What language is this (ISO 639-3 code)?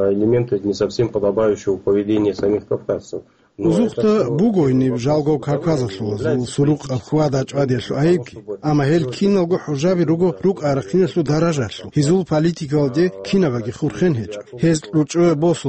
ava